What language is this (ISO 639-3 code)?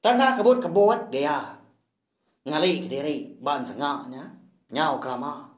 iba